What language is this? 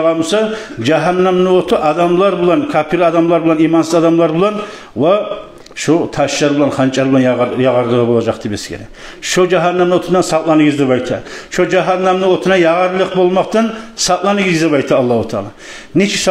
Kumyk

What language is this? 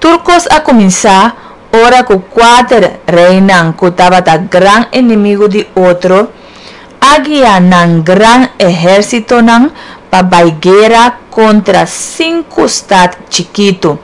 Papiamento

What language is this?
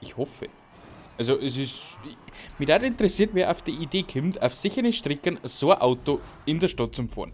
Bavarian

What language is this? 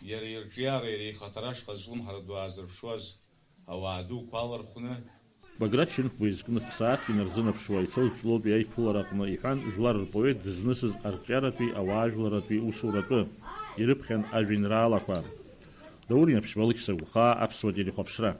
Abkhazian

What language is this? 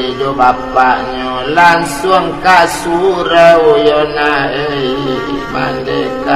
Minangkabau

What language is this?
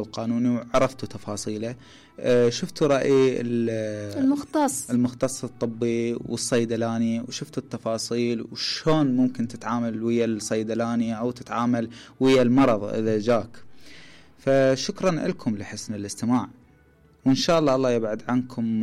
Mesopotamian Arabic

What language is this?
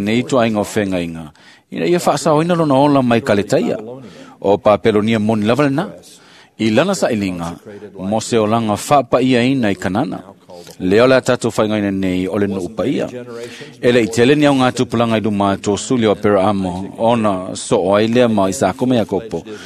Samoan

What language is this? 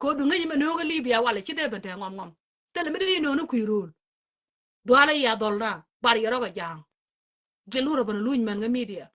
Nuer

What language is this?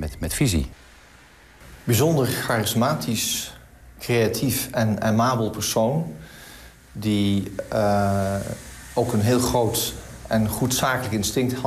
Dutch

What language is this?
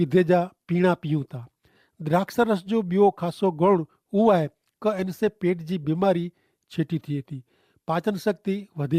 Kachhi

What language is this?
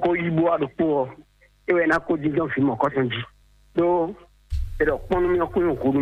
Fon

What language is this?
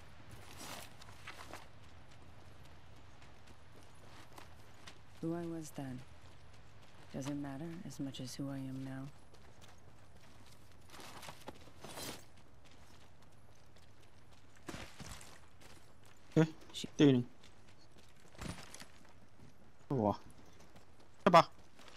Thai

